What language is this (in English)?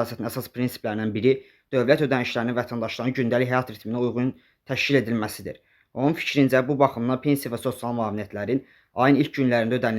Azerbaijani